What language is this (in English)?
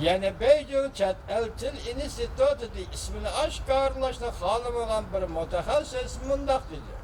Uyghur